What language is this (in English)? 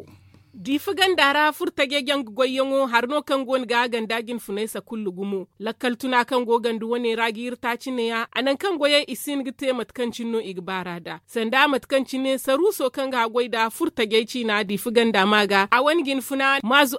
Zarma